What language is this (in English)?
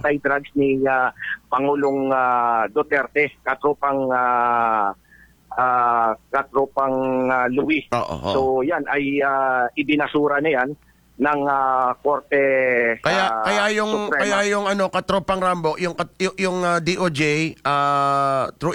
Filipino